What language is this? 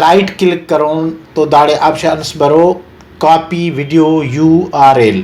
Brahui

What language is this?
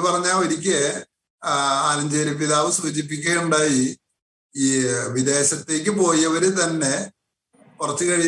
Malayalam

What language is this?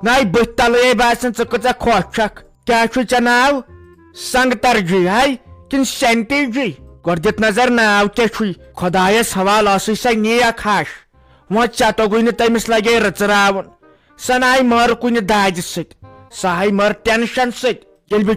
Kashmiri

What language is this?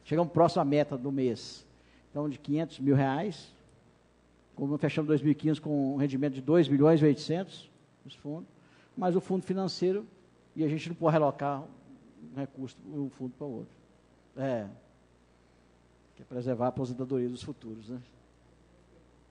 Portuguese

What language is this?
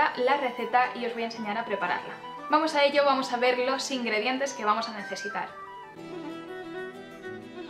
Spanish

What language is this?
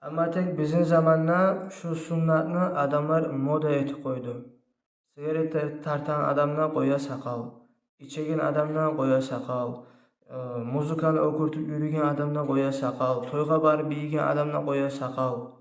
Kumyk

